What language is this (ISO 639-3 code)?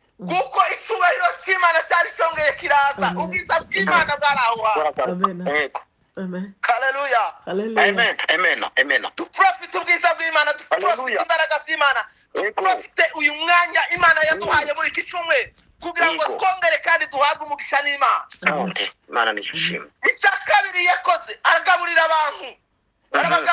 kin